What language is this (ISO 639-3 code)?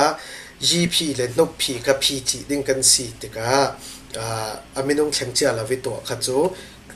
cfm